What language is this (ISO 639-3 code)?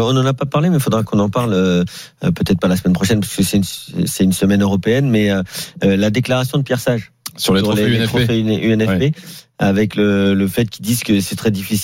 fra